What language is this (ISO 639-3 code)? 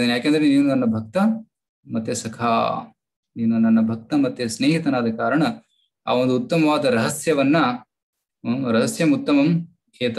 kan